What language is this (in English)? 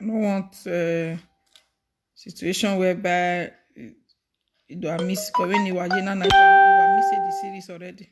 Nigerian Pidgin